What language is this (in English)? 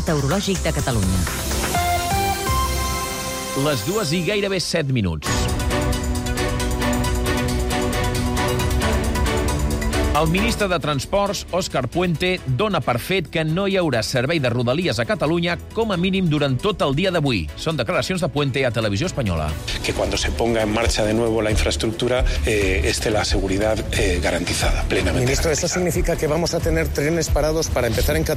Catalan